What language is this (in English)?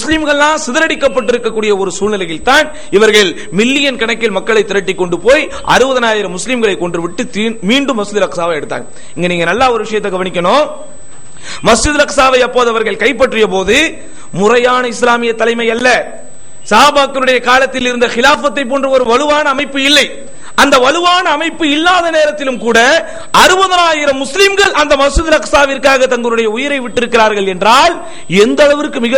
Tamil